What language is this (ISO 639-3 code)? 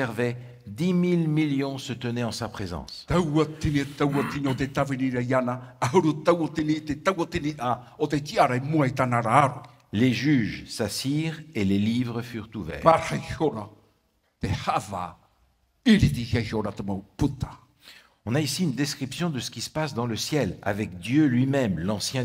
tah